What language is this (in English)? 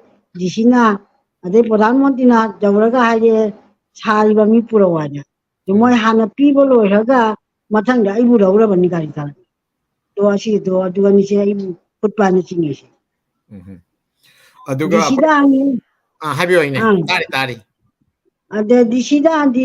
Manipuri